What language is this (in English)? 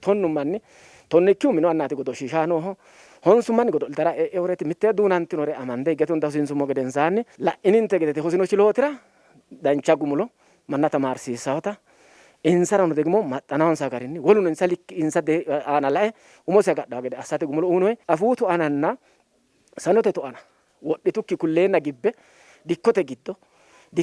Sidamo